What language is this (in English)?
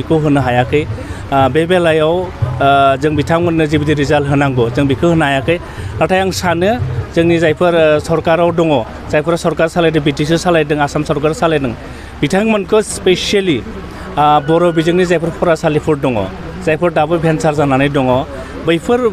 Bodo